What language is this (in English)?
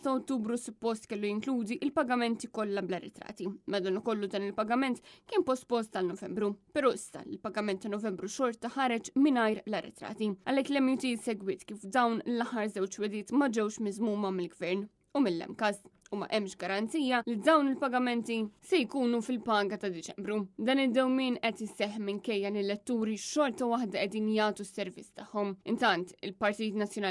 Maltese